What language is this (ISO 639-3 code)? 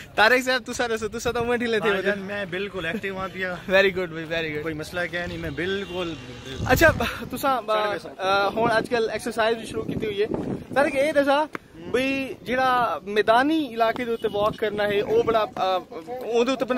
skr